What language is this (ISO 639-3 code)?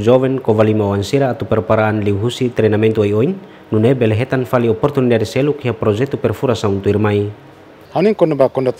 tet